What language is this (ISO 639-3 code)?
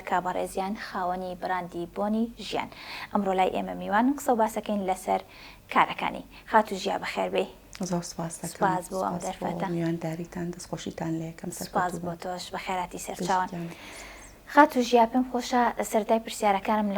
ckb